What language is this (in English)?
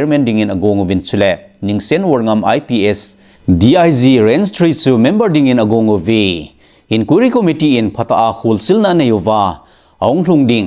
Thado Chin